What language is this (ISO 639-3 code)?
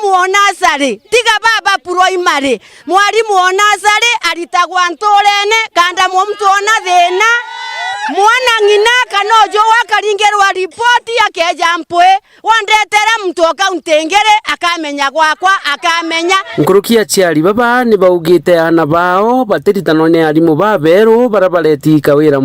mer